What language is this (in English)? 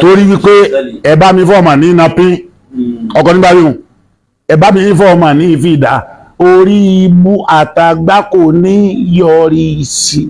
Yoruba